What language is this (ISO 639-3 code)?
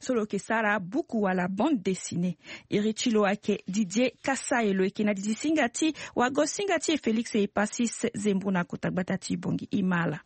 sag